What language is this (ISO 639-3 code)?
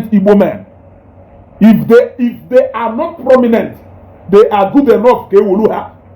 ibo